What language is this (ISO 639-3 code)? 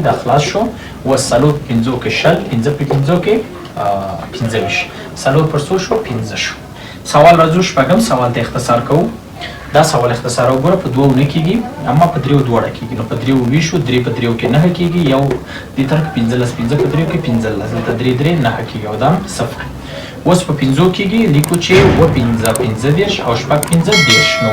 pus